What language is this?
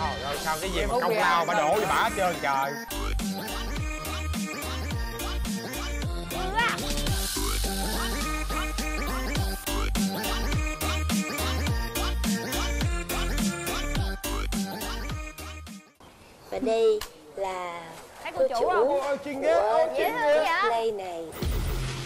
Vietnamese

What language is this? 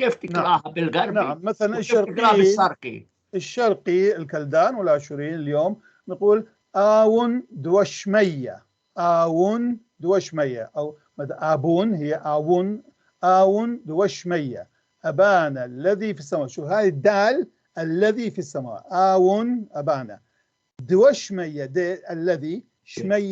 North Levantine Arabic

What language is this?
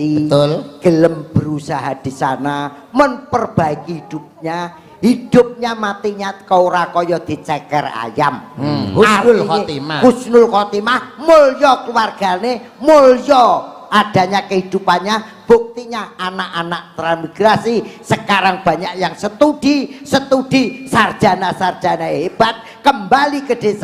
Javanese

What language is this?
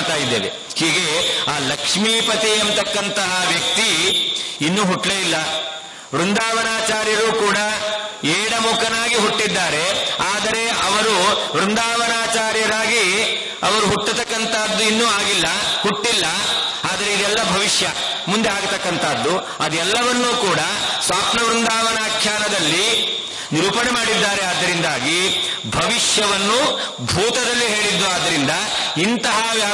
Kannada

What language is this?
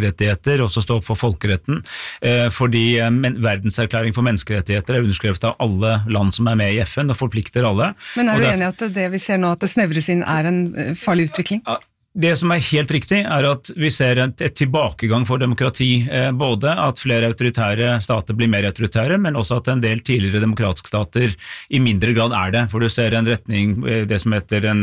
Norwegian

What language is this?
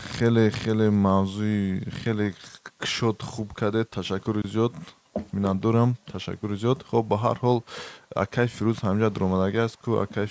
Tajik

